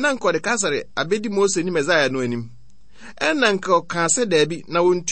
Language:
Akan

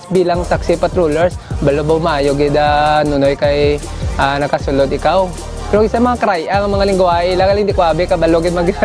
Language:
Hiligaynon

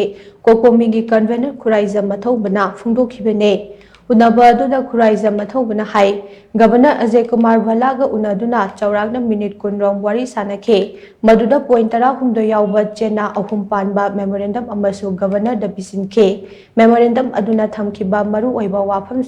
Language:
Manipuri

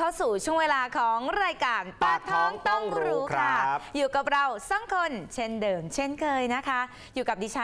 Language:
Thai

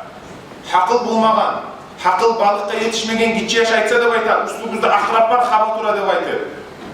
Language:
Kumyk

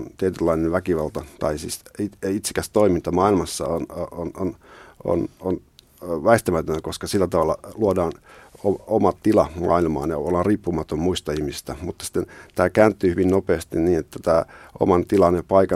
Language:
Finnish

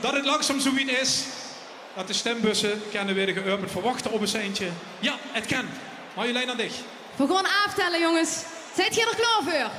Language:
Limburgish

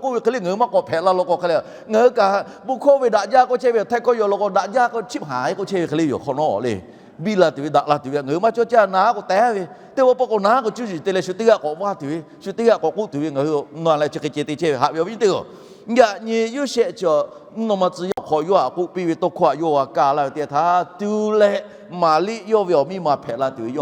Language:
Lahu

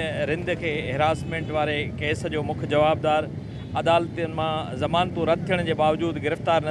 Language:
Sindhi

